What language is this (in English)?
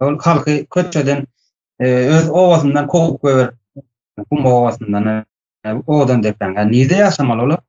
Turkmen